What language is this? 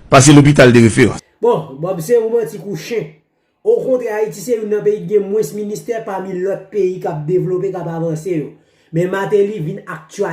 Haitian Creole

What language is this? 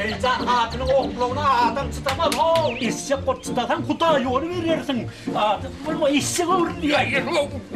Turkmen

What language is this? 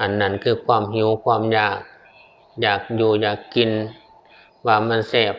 Northeastern Thai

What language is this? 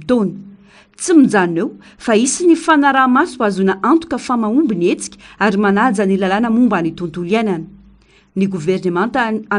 Malagasy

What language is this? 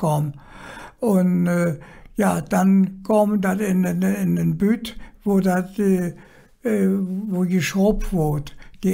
Colognian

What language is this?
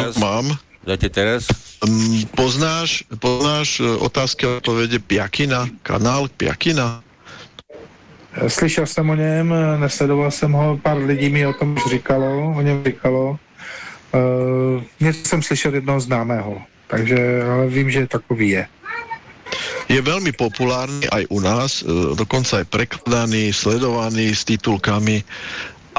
Slovak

